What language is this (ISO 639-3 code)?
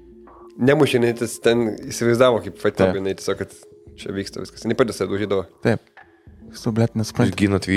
lit